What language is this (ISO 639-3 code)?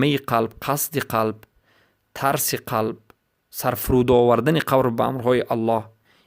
fas